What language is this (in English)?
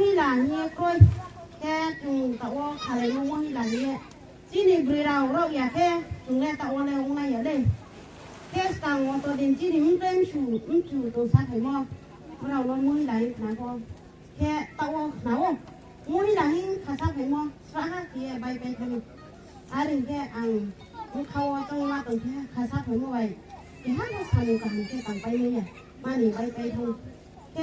Riang (India)